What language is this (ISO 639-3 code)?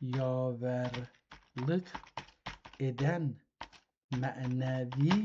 azb